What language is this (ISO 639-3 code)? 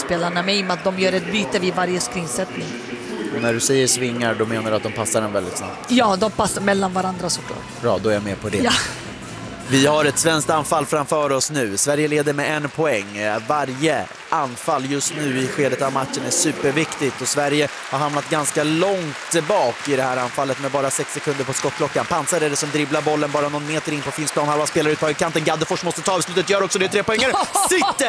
swe